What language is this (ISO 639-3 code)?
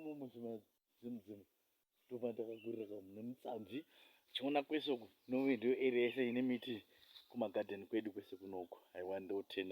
sna